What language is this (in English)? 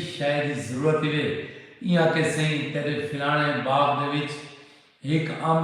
Saraiki